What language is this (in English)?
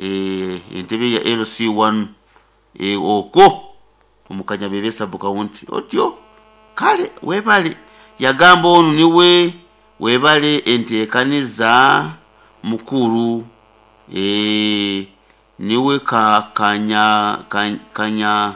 Nyoro